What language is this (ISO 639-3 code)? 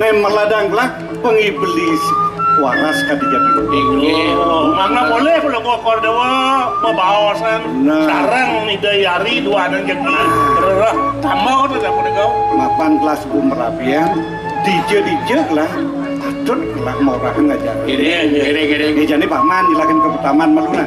ban